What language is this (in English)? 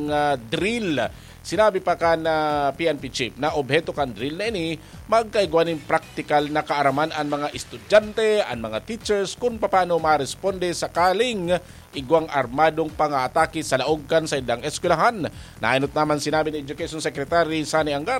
Bikol